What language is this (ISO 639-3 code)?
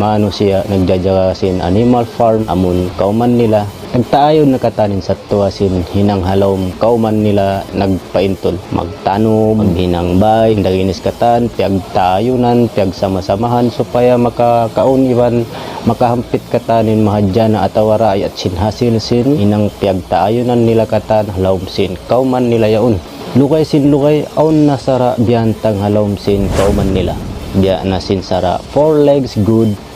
tsg